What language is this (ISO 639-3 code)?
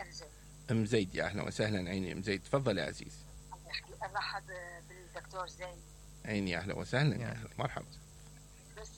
acm